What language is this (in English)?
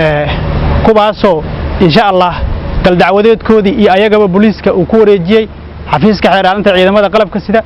Somali